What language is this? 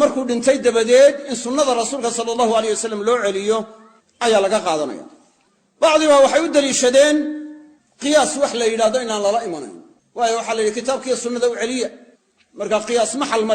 Somali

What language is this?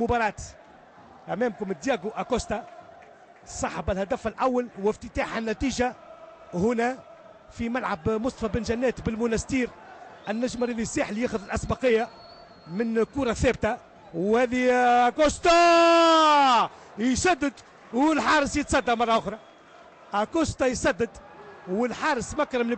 Tunisian Arabic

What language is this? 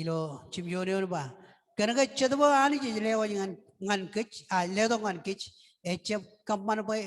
Marshallese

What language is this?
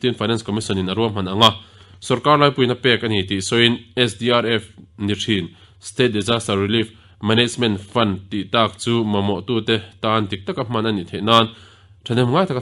Mizo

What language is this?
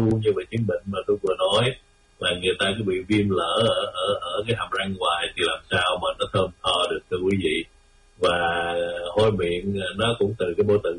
Vietnamese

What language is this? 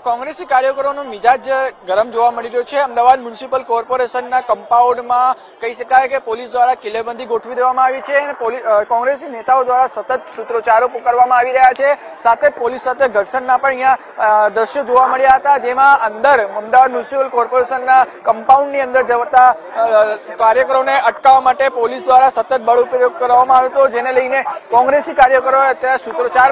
Gujarati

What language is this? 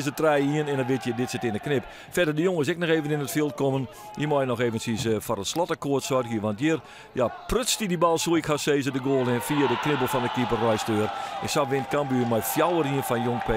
Western Frisian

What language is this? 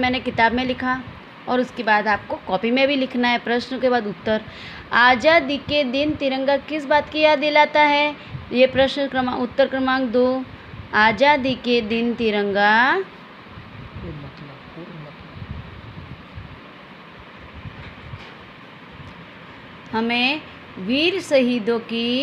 Hindi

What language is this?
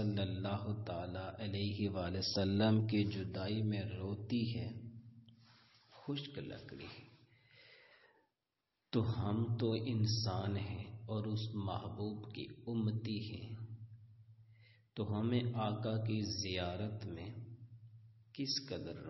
Urdu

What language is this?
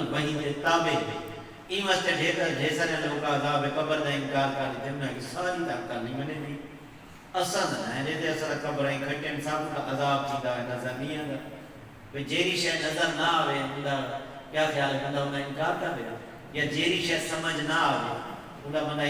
Saraiki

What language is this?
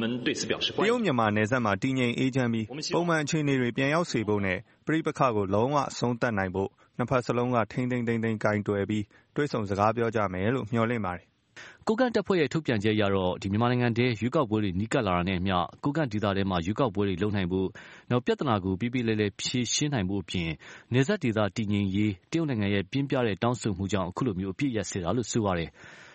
Burmese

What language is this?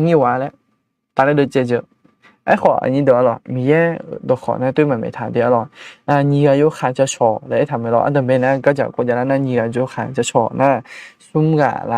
Akha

